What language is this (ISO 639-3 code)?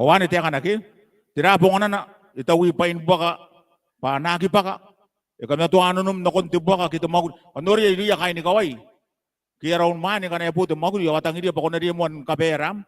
gil